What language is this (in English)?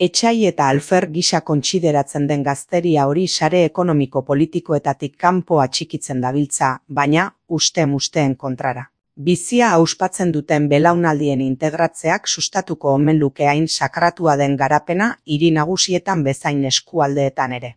Basque